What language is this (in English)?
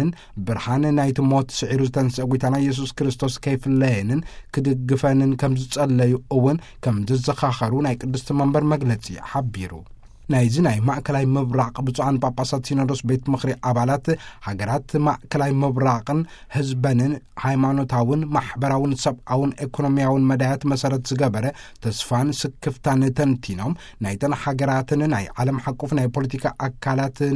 Tigrinya